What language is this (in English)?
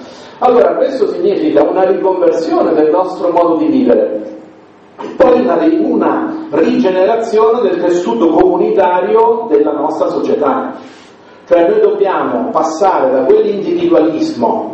Italian